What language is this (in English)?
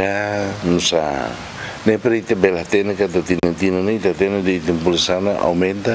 Tetum